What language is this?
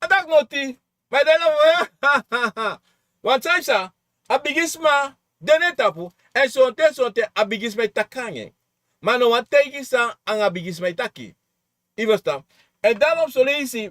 Sranan Tongo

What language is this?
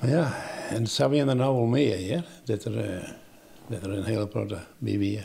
Western Frisian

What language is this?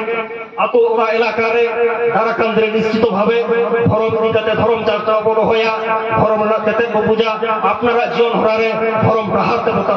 Santali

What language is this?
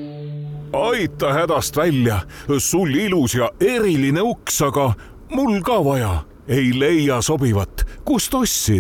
Estonian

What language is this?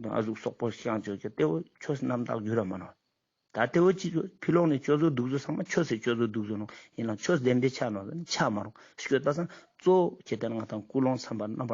Ladakhi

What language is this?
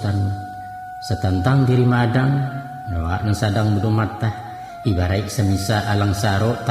Minangkabau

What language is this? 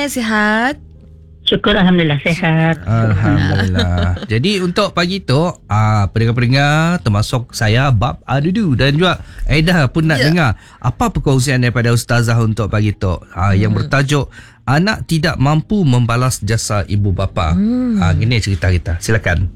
Malay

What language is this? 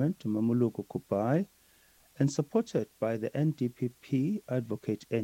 Northern Sotho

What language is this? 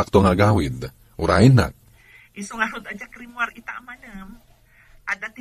Iloko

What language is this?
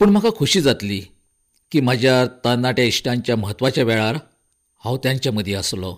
Konkani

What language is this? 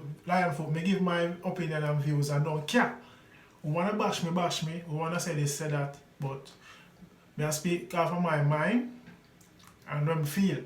Jamaican Creole English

